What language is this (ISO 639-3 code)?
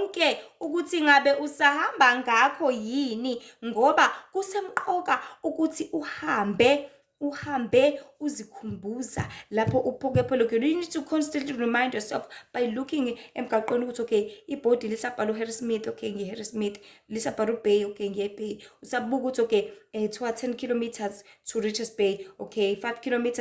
zul